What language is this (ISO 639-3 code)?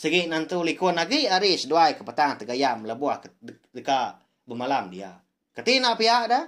iba